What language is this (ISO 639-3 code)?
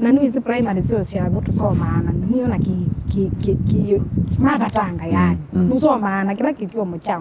kam